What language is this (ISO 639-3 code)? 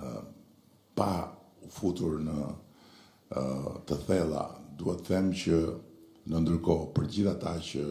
sqi